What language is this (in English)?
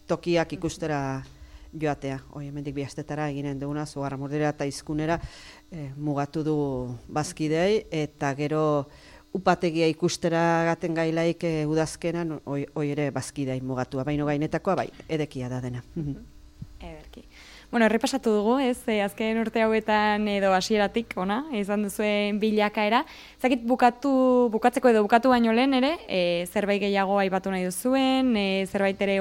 Basque